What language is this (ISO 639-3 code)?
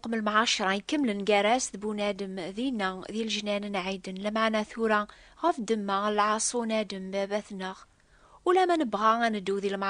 kab